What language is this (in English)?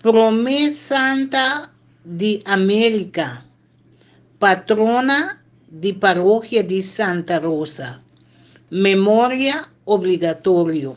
Papiamento